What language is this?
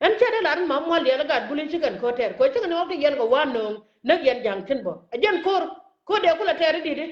Nuer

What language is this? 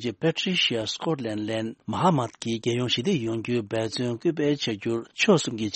Tibetan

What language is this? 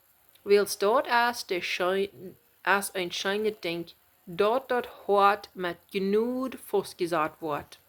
Plautdietsch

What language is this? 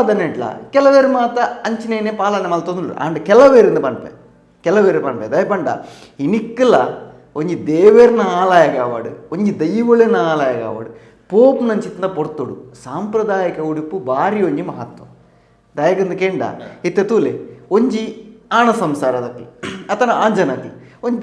Tulu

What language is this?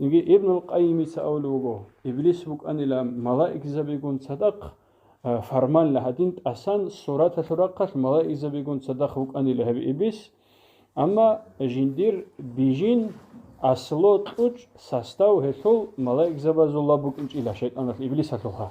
Avaric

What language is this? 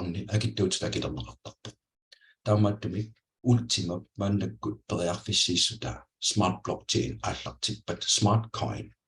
Kalaallisut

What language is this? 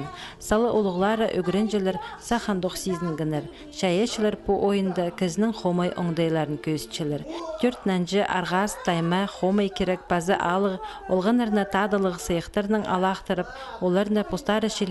Khakas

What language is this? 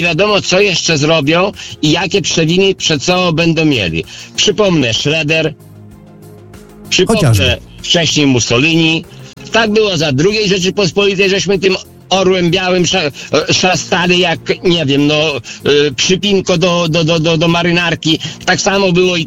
Polish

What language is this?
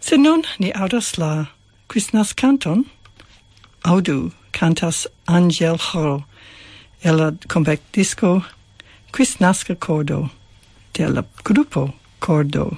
Esperanto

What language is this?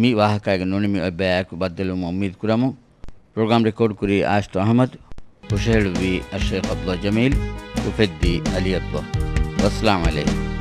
Divehi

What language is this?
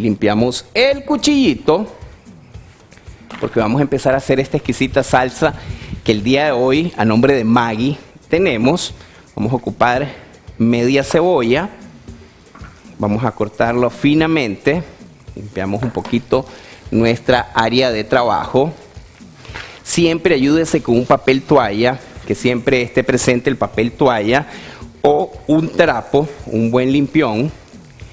Spanish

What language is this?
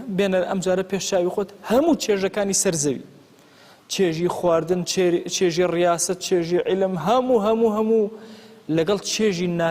Central Kurdish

